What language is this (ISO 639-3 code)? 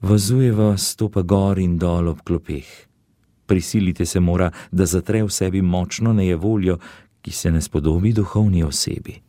slv